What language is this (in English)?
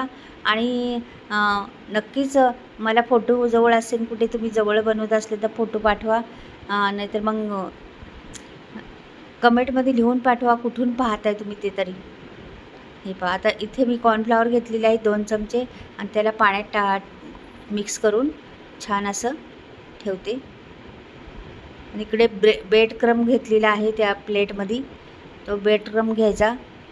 Marathi